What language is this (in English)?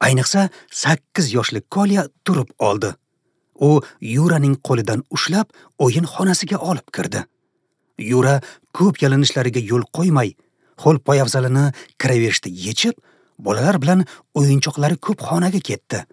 Uzbek